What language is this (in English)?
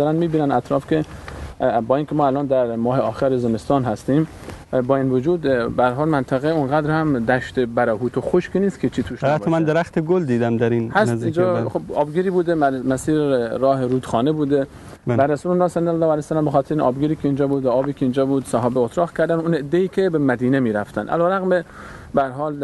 Persian